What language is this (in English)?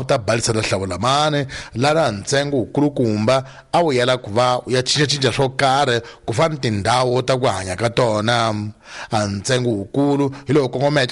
Tsonga